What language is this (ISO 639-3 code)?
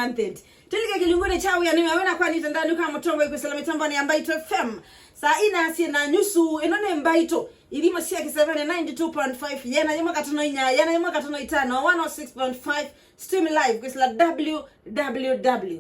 kam